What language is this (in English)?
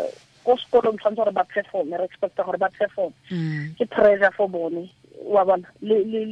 Tswana